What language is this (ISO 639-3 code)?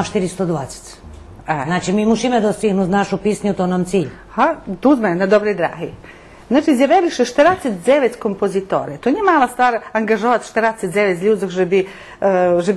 rue